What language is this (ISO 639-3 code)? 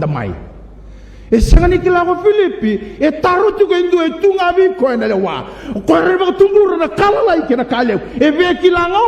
fij